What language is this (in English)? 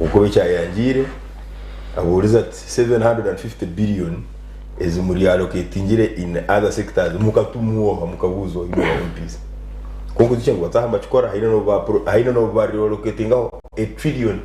Nyankole